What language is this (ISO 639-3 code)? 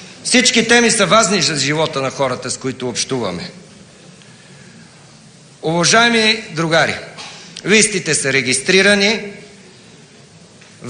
bul